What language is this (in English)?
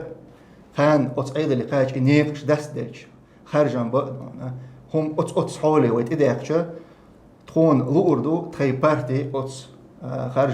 Chechen